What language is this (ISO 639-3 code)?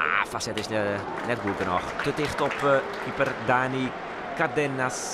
fry